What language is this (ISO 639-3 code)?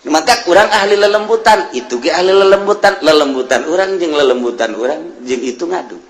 sun